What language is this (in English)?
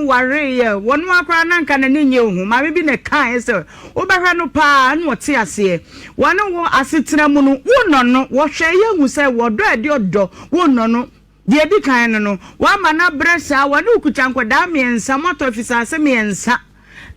Akan